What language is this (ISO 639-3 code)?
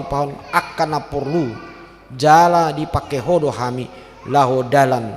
bbc